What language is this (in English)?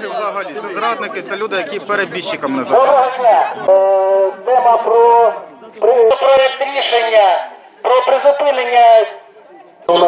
Ukrainian